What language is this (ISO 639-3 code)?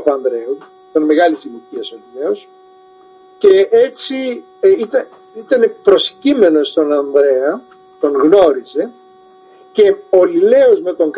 ell